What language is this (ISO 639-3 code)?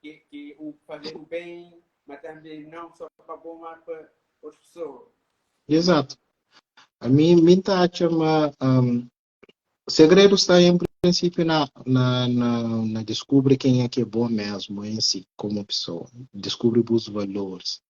kea